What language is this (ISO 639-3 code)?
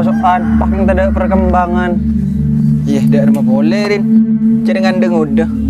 mad